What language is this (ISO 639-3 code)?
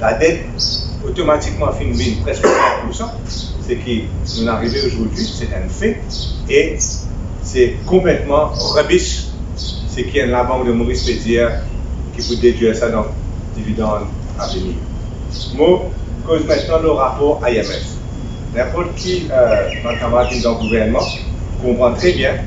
mfe